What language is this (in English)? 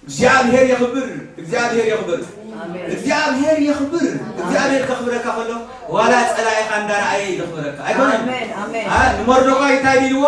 Tigrinya